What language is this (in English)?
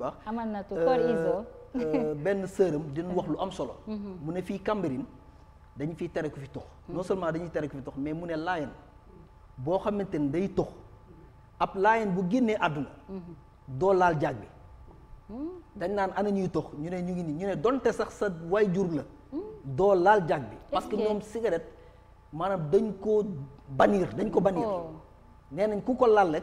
Wolof